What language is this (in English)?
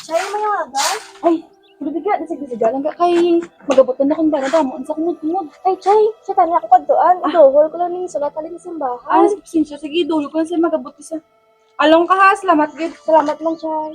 Hiligaynon